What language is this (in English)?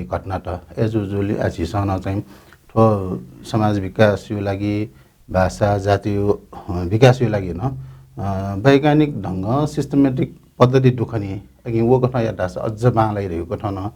Newari